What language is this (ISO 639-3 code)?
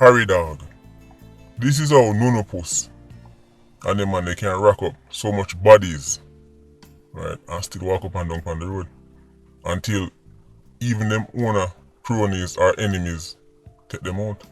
jam